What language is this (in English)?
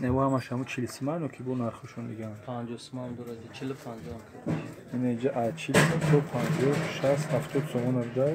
Tajik